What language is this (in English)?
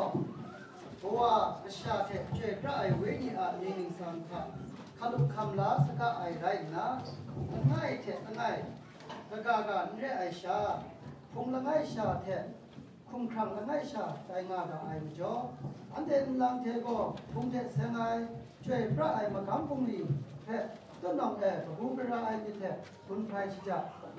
Kachin